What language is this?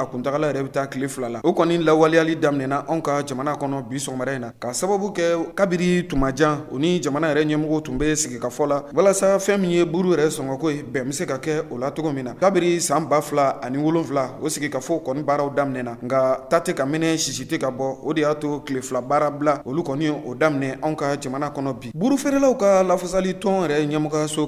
Bambara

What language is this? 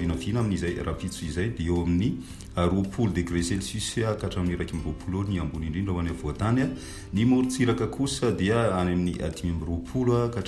Malagasy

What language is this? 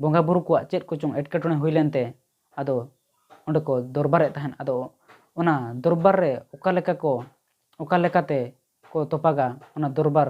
Santali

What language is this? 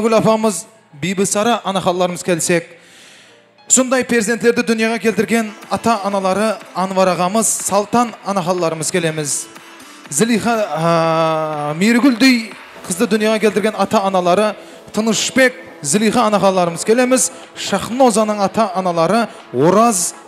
Kara-Kalpak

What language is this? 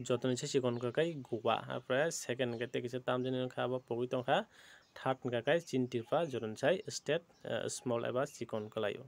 Kok Borok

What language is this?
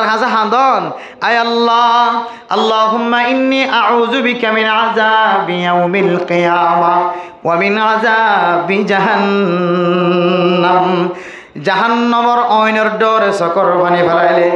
Rohingya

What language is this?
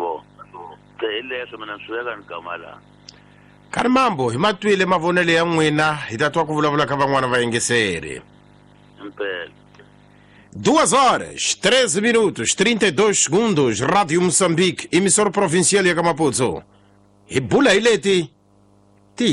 Tsonga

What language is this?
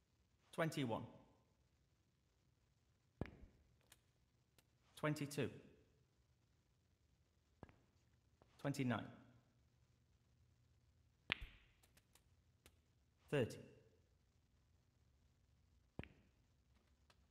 Finnish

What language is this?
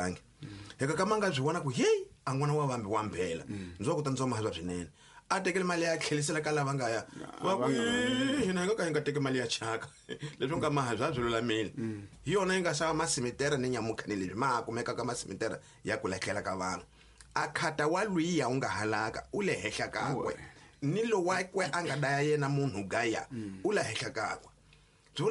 Tsonga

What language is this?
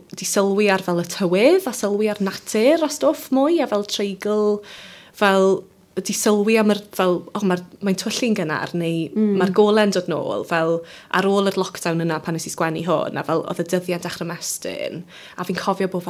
Welsh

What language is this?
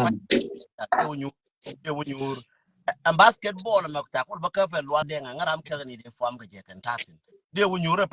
Nuer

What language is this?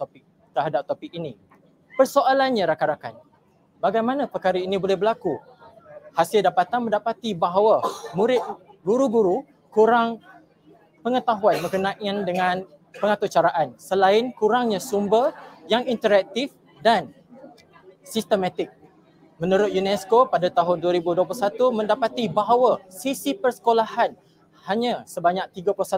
Malay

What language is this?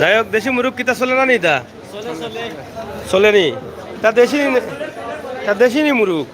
Sylheti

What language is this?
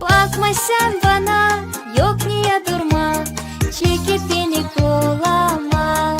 Gagauz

